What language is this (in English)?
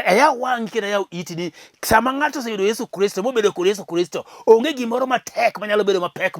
Luo (Kenya and Tanzania)